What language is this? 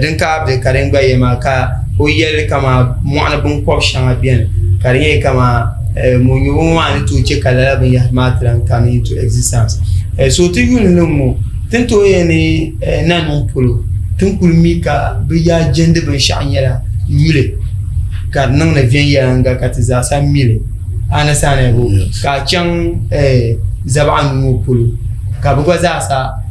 Dagbani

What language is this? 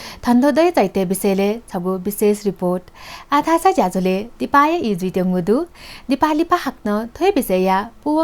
Newari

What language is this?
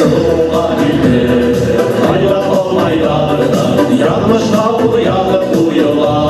Bashkir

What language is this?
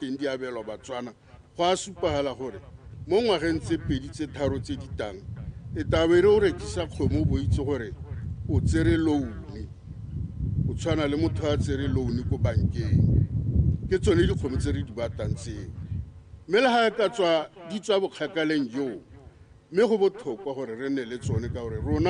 Tswana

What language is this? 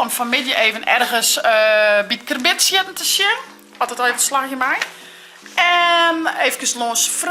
Western Frisian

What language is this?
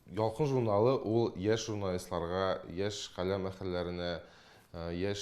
Tatar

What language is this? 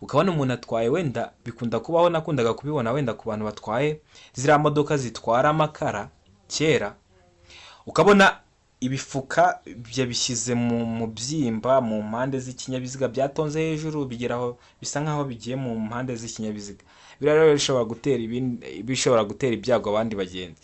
Kinyarwanda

